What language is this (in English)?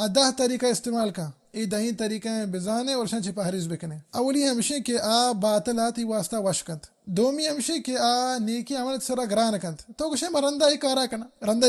Baluchi